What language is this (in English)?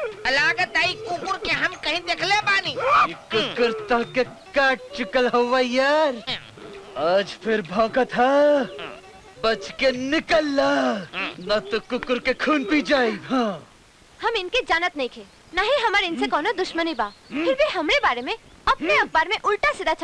Bhojpuri